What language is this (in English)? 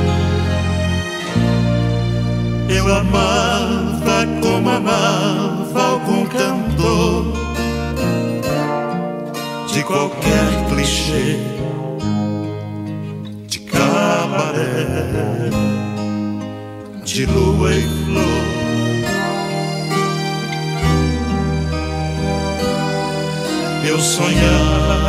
Portuguese